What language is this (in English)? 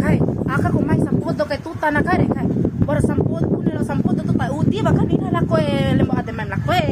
Bima